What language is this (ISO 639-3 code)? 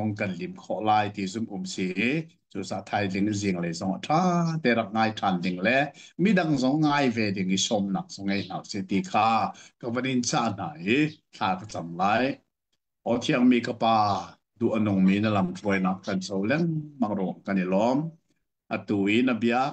cnh